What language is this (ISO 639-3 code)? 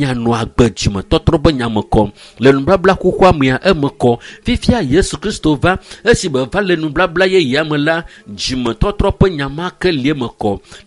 ewe